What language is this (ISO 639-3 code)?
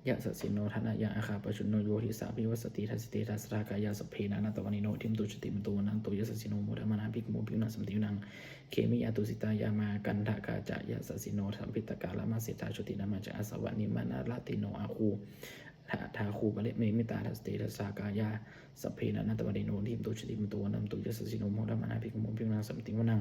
pli